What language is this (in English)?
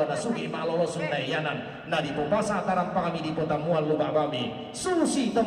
Toraja-Sa'dan